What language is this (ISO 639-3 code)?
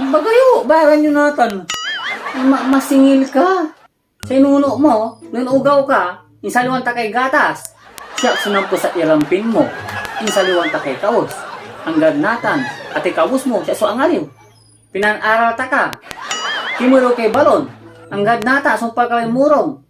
pag